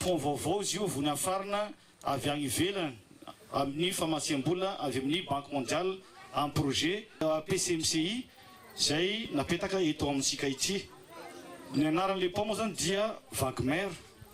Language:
Malagasy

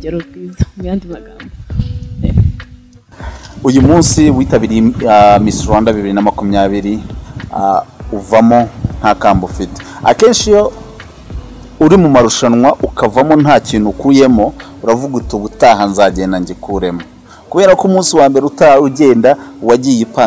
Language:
Kinyarwanda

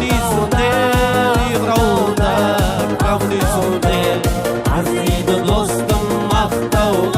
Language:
Kara-Kalpak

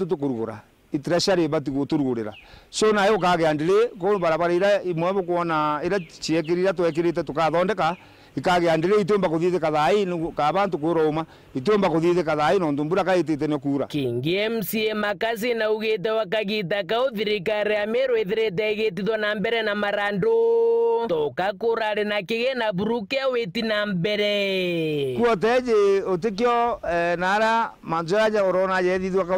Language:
Meru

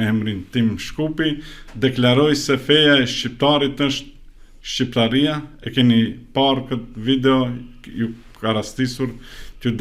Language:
Albanian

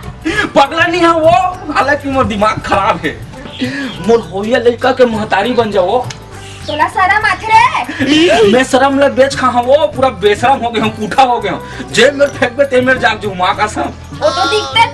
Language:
Chhattisgarhi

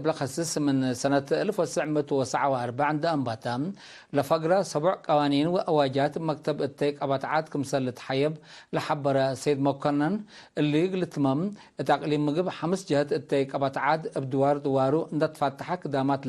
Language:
Tigre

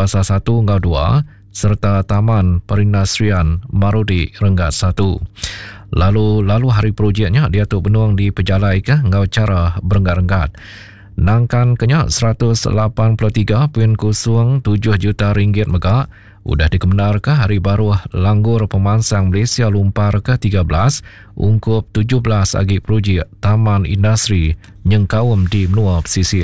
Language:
Iban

